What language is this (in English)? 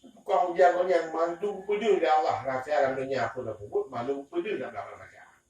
Achinese